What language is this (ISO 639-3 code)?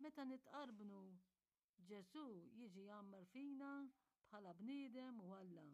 mlt